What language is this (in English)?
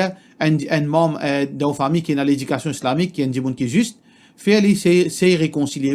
Morisyen